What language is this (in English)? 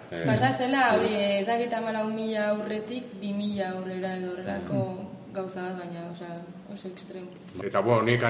Basque